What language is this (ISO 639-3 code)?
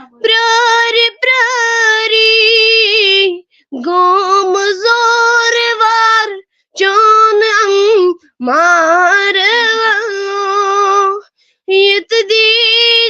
kas